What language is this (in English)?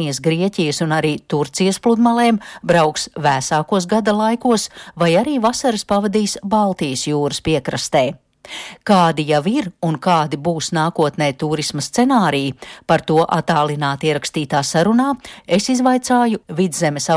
Latvian